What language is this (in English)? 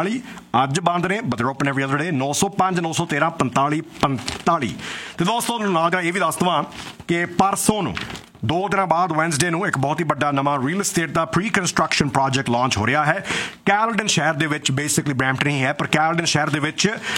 Punjabi